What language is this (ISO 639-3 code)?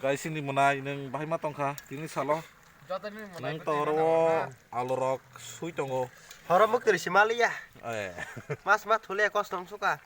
trp